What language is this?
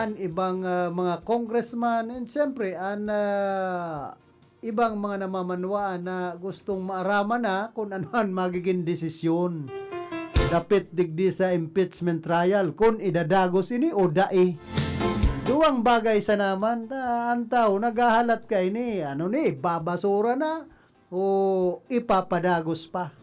Bikol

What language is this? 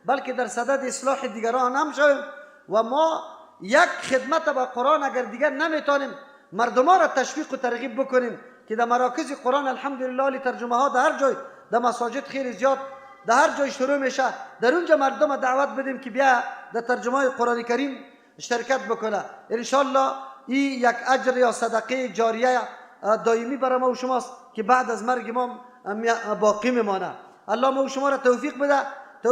Persian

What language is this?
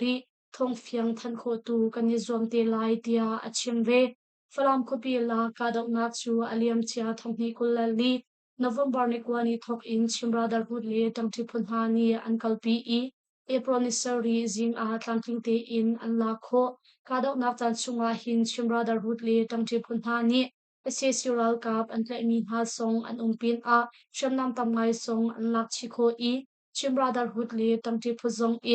Hakha Chin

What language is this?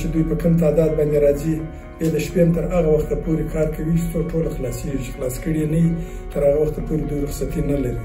Pashto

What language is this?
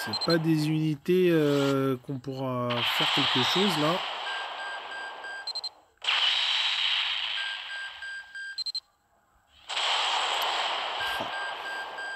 French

